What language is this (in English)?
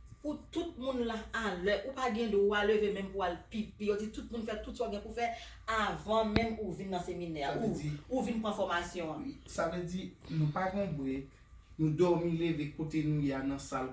Haitian Creole